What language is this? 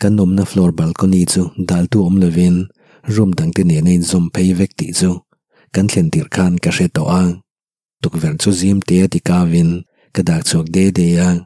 Mizo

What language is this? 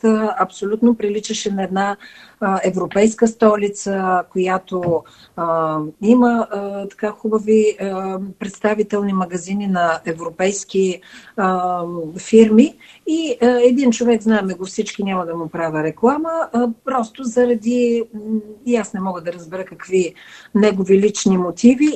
Bulgarian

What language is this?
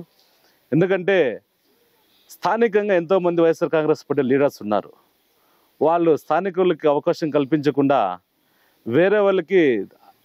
Telugu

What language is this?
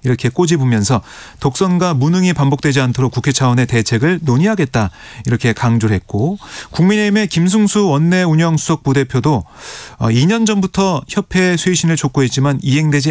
Korean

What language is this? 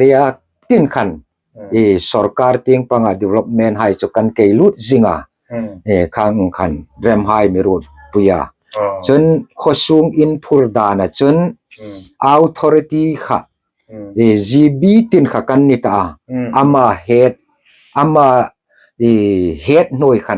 Hmar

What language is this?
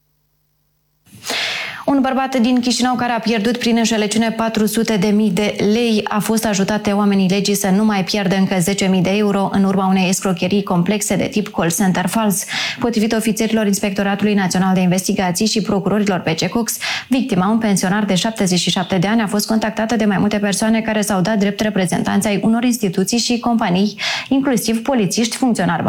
Romanian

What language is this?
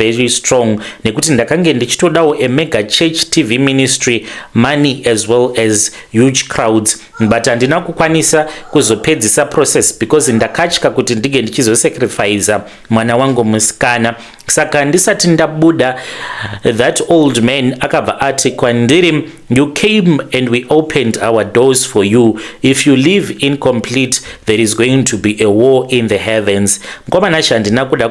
Shona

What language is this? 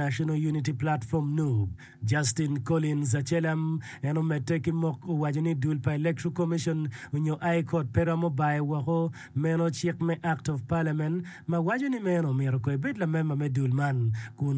Acoli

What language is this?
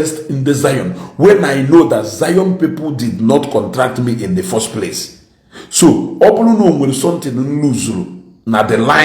Igbo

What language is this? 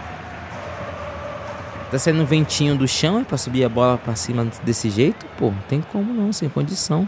Portuguese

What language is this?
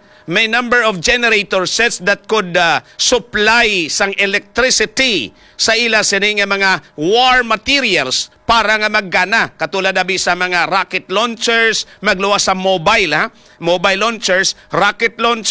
Hiligaynon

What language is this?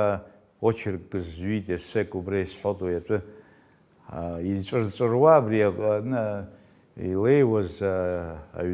Abkhazian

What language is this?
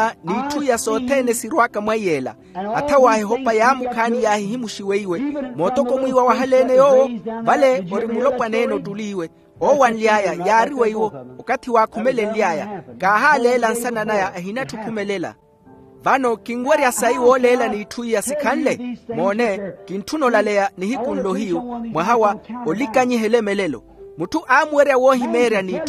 Makhuwa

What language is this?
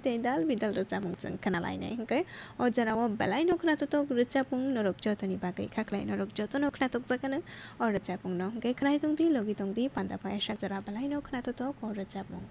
Kok Borok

